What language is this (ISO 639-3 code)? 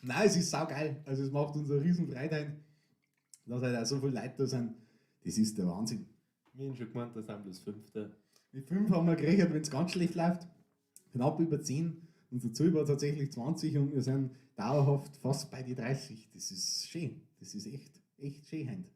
bar